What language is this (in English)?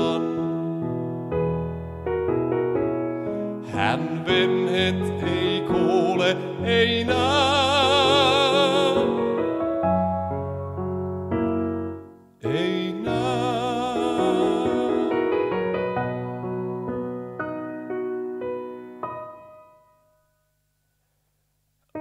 Finnish